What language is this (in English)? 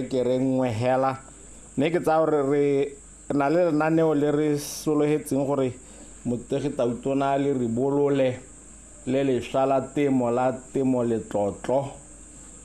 Tswana